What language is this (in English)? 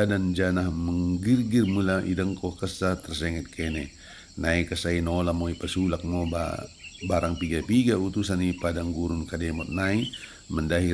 Batak Dairi